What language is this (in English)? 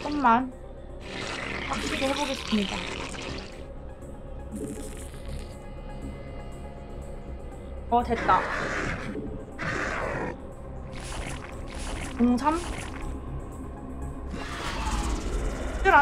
Korean